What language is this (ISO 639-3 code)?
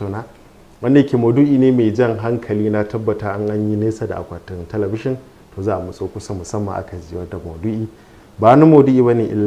hau